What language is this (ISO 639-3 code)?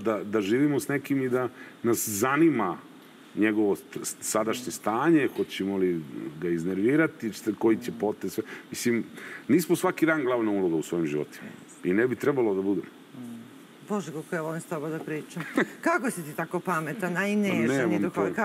srp